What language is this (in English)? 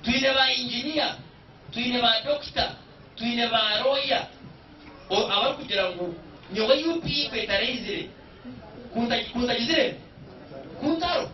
Nyankole